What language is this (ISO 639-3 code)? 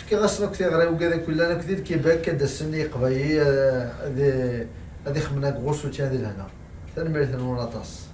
kab